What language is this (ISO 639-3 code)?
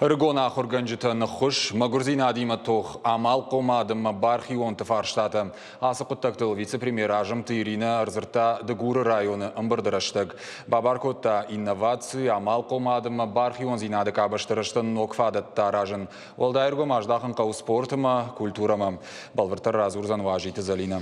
oss